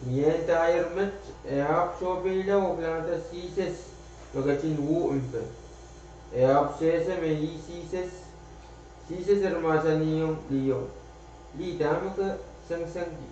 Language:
Pohnpeian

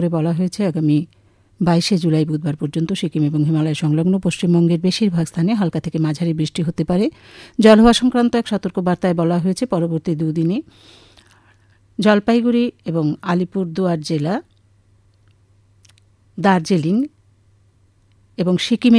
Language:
Bangla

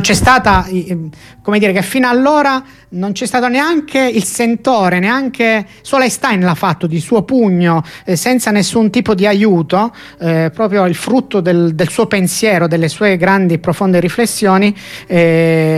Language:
Italian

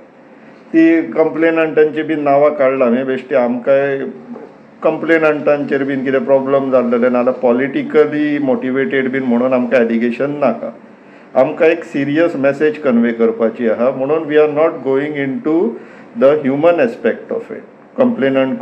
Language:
Konkani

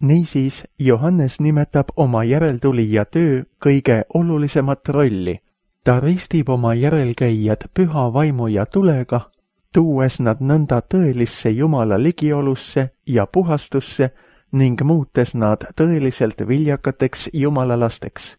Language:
Estonian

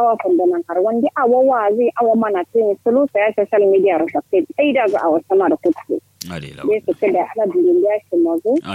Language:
Kanuri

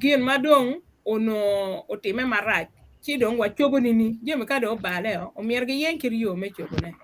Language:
Acoli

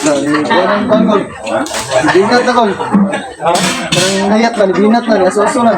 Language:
Cebuano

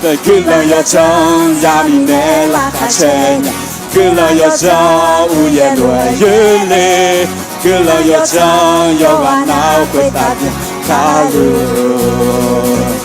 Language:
Akha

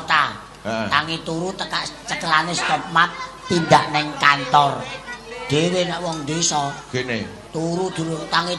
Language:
Javanese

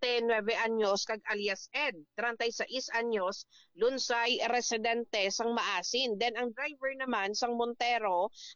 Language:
Hiligaynon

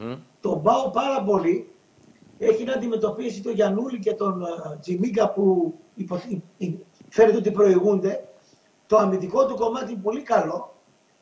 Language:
Greek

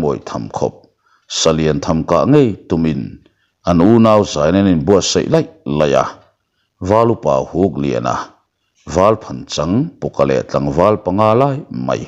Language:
Mizo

